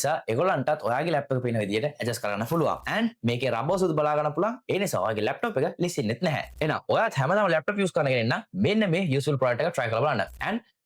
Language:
Sinhala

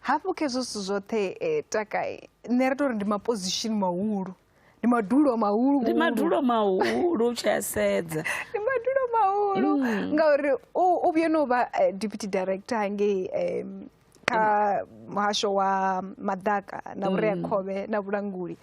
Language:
Venda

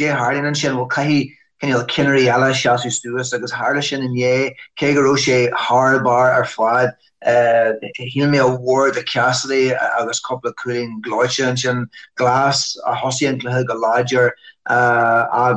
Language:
Irish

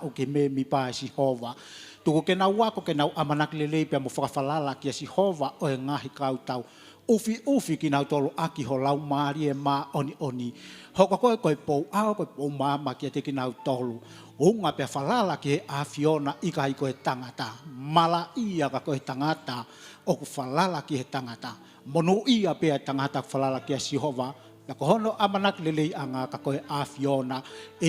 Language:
Tongan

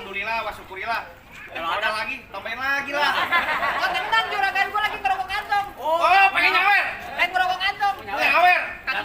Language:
Betawi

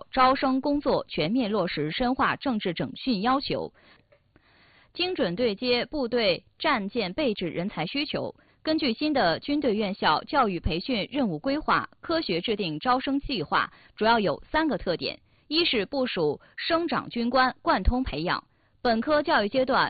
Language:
Chinese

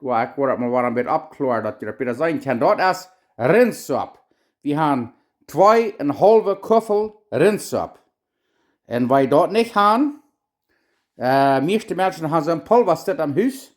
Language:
Plautdietsch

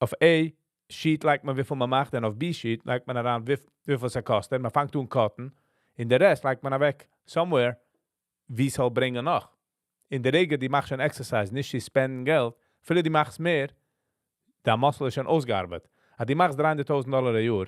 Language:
Yiddish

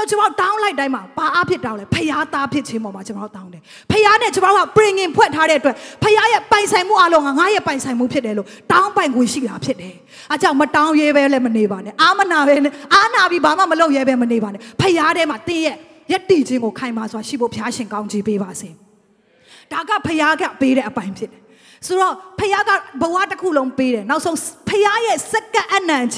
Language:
Burmese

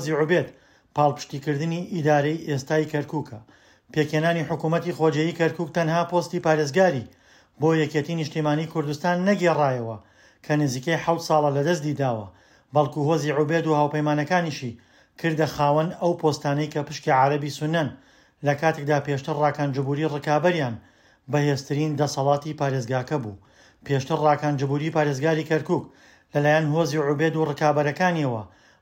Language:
Central Kurdish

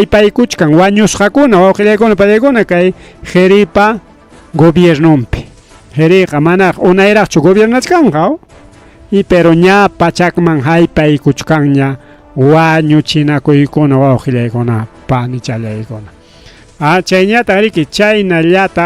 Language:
Ayacucho Quechua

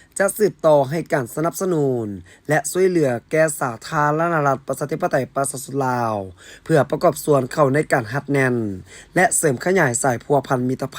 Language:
Lao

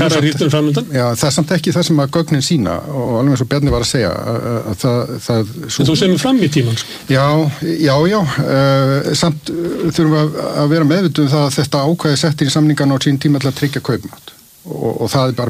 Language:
Icelandic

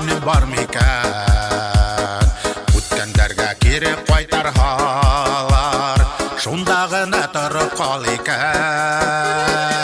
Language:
Bashkir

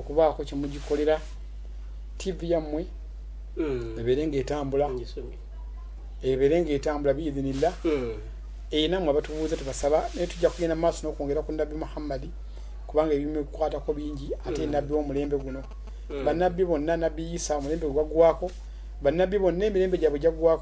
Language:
Ganda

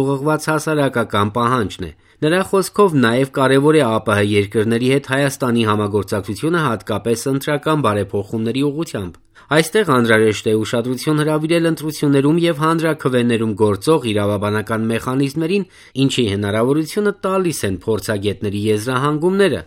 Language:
Armenian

